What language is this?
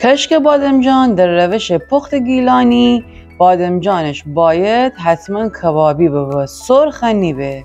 Gilaki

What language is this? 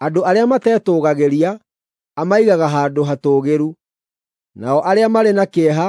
Kikuyu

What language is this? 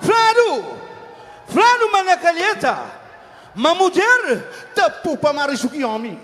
Kabuverdianu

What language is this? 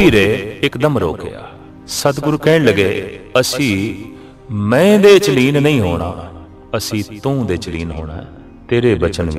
Punjabi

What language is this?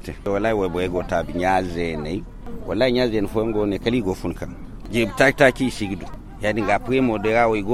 Zarma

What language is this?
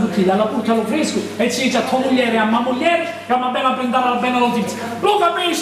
Sicilian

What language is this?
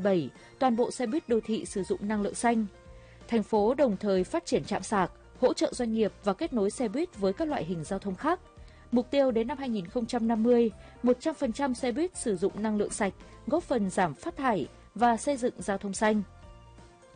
Vietnamese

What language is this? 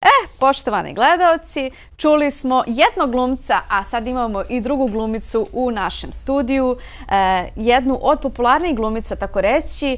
Bosnian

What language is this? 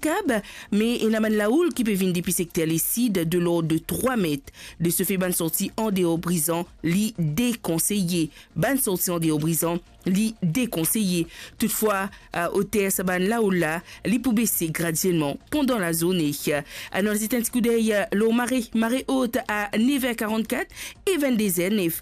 Morisyen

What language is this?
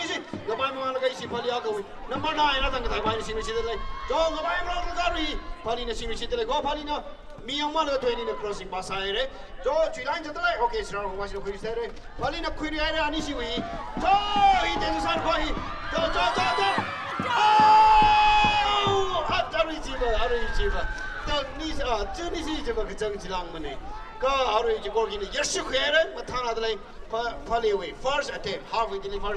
Tangkhul Naga (India)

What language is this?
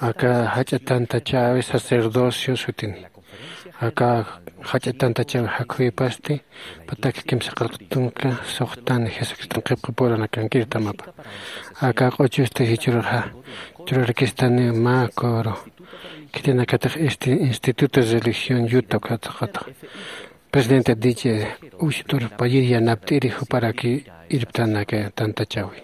Aymara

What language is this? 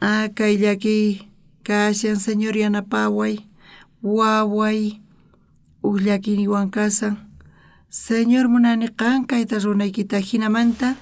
South Bolivian Quechua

